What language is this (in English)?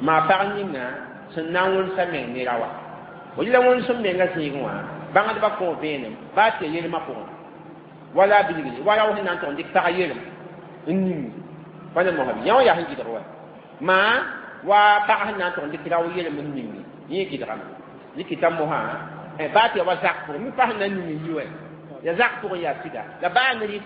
Mossi